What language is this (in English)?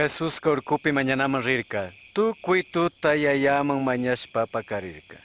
Chimborazo Highland Quichua